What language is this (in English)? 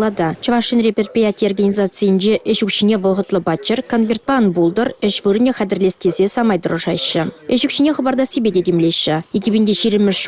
Chuvash